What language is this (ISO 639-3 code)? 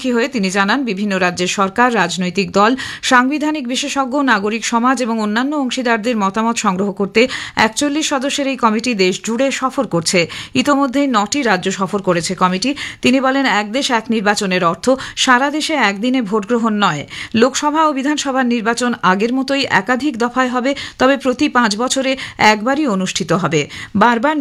ben